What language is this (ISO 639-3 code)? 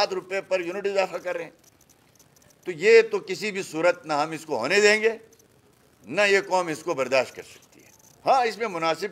urd